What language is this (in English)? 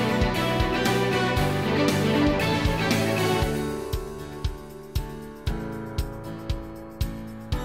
Serbian